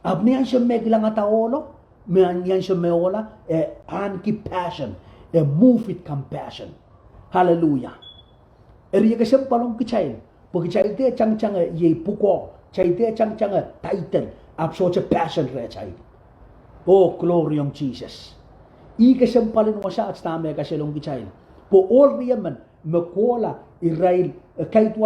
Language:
Pohnpeian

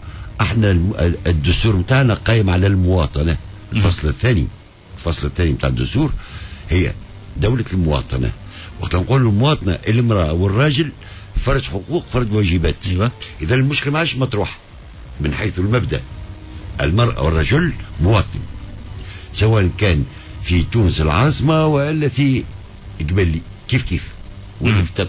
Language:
Tunisian Arabic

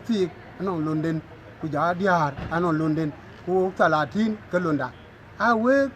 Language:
Dinka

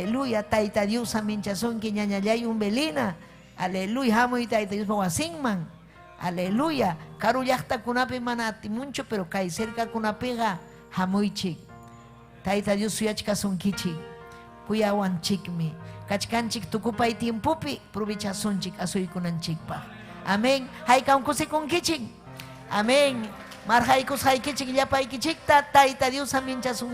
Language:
Ayacucho Quechua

